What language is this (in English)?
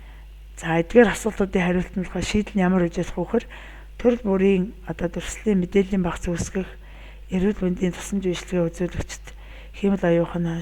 Mongolian